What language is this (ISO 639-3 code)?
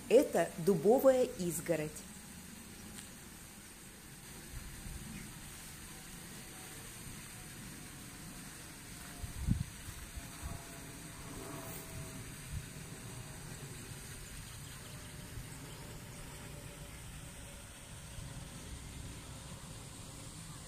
rus